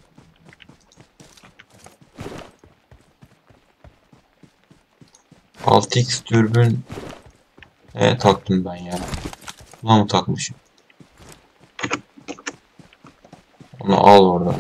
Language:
Turkish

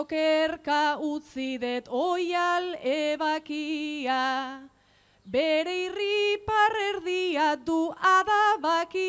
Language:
Basque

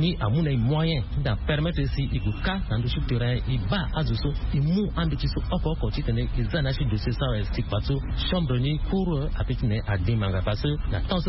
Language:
Sango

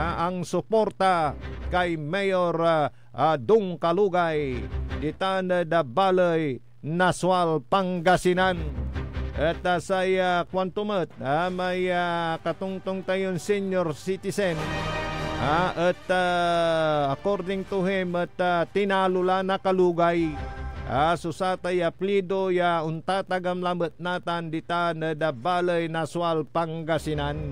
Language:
Pangasinan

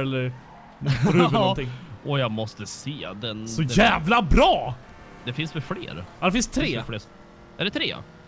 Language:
Swedish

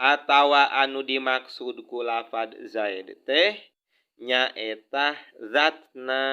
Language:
Sundanese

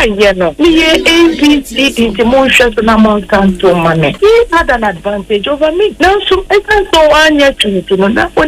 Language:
Akan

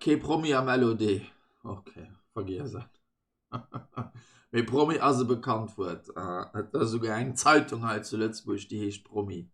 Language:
Luxembourgish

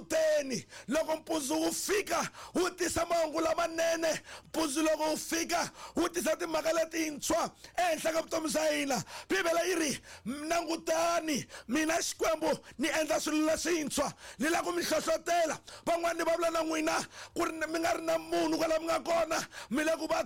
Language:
Tsonga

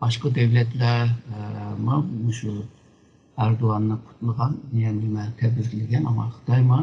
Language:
Uyghur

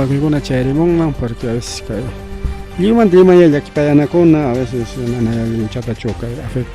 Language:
Ayacucho Quechua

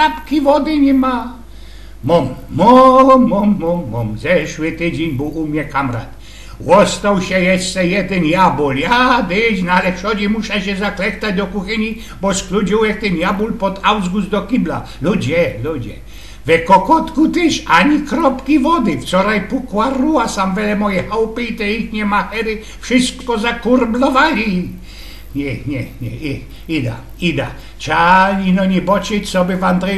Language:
Silesian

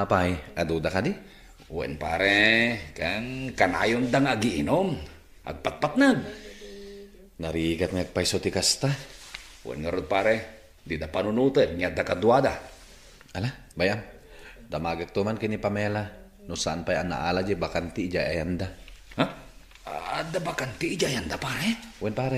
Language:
Iloko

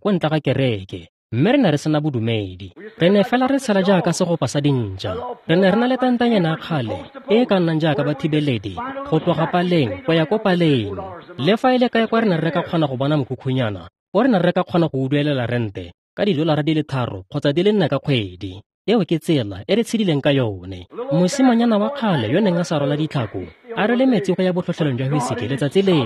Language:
Tswana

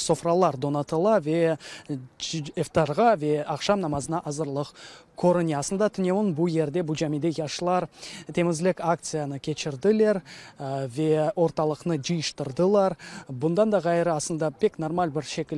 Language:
Crimean Tatar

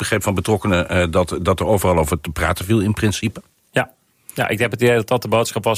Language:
Dutch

